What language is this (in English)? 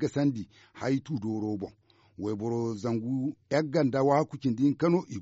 Zarma